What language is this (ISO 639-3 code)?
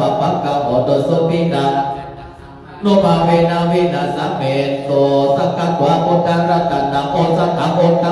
pli